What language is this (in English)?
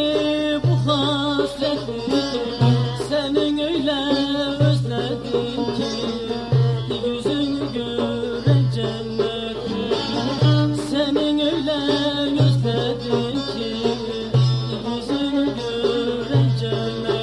Turkish